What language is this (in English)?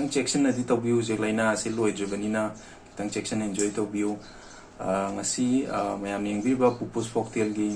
Manipuri